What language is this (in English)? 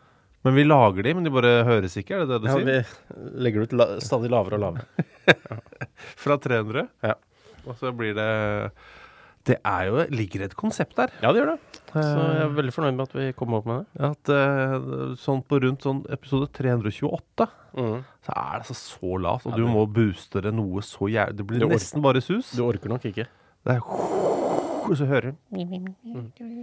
Norwegian